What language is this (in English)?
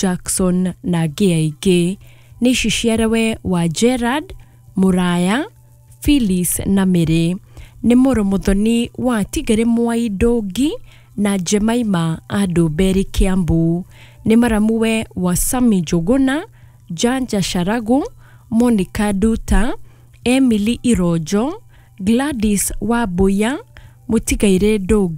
Kikuyu